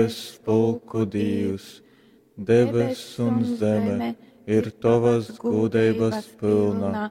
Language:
Latgalian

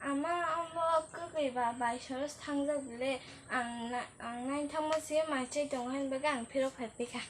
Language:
Kok Borok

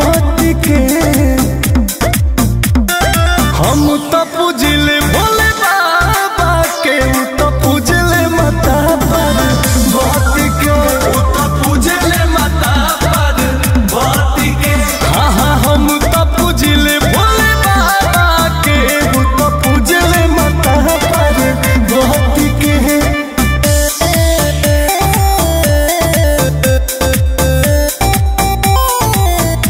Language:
Bhojpuri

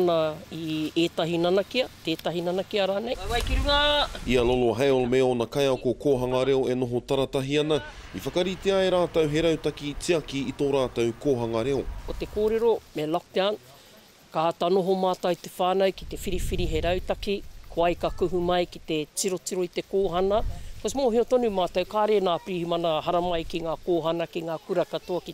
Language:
Māori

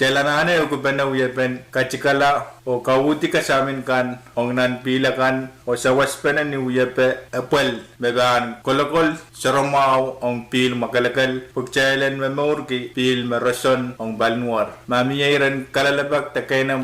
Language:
Pohnpeian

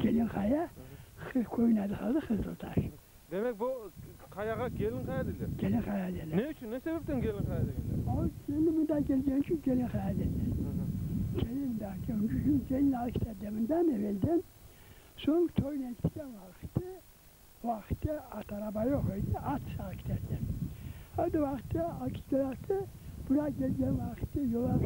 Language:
Crimean Tatar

